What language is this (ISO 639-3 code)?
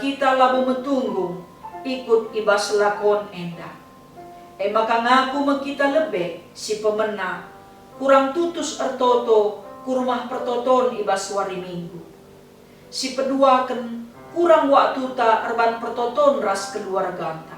btx